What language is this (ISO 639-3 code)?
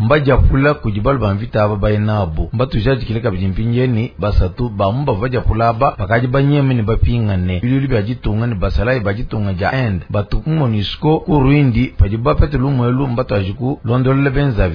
lua